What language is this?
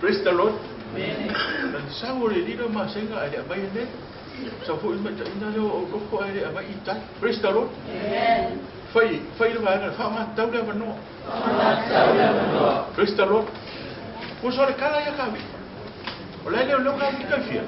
Samoan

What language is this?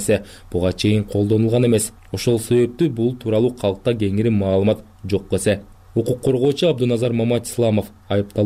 Kyrgyz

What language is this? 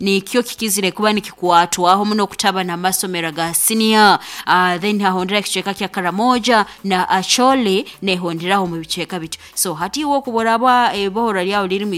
Nyoro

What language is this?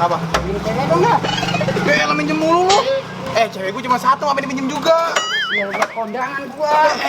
Betawi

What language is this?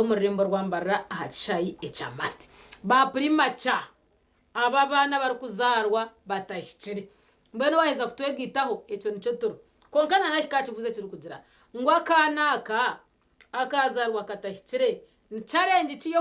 Nyankole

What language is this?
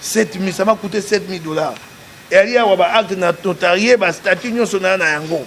Lingala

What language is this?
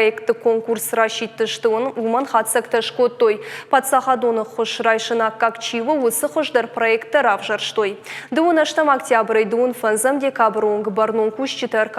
Ossetic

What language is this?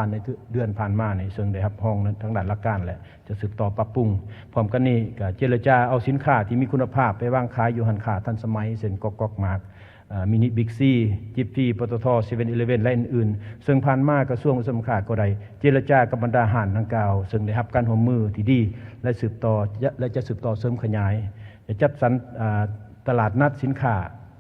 Lao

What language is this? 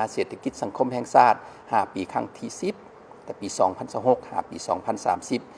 Lao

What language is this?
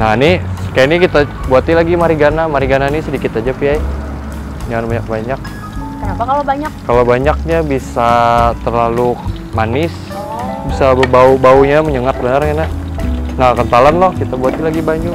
Banjar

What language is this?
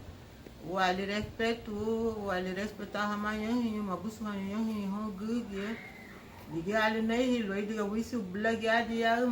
Garifuna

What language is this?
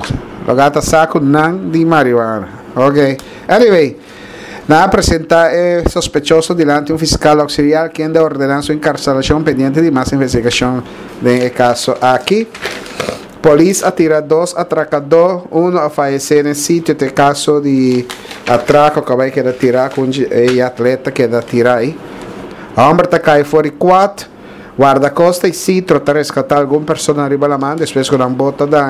Papiamento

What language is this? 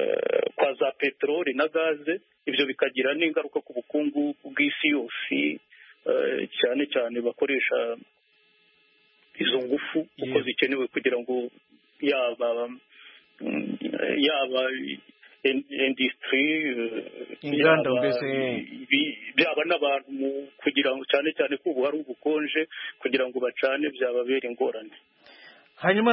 Kinyarwanda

